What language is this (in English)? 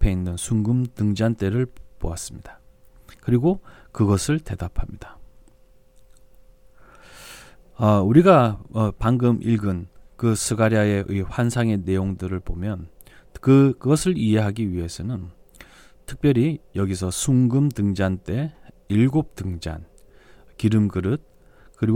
Korean